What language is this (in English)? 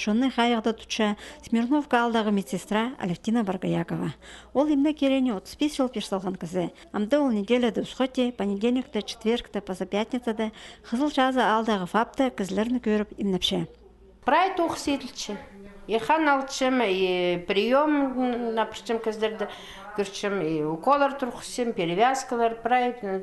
Khakas